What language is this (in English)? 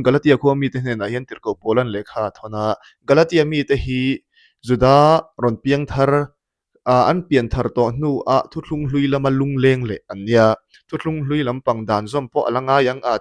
Mizo